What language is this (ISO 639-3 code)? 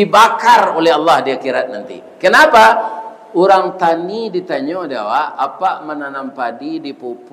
min